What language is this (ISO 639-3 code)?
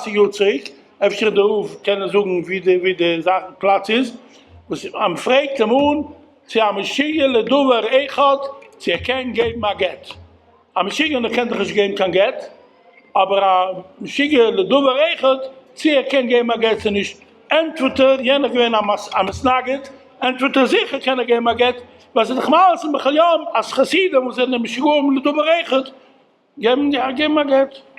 yid